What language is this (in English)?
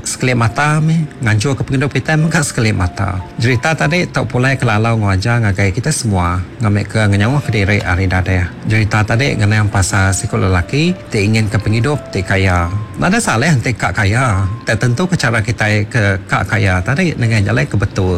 Iban